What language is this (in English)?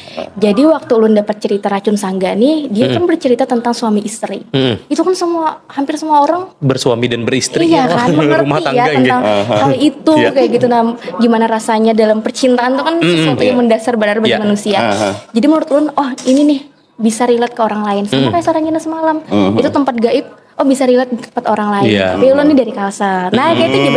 Banjar